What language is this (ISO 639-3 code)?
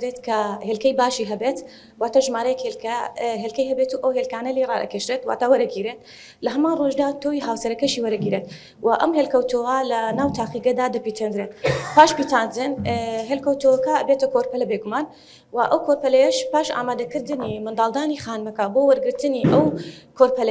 ckb